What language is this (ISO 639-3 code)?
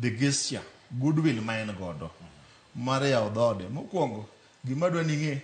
luo